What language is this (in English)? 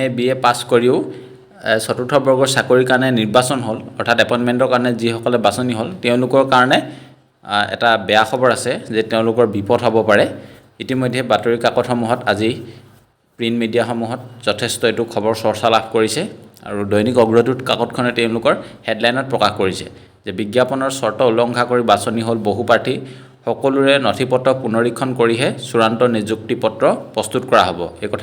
Assamese